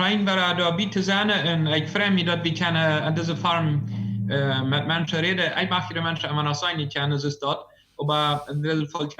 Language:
Plautdietsch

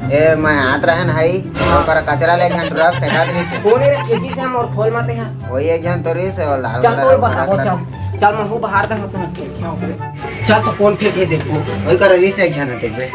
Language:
Chhattisgarhi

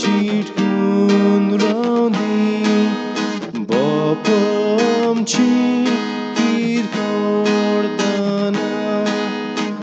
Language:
Konkani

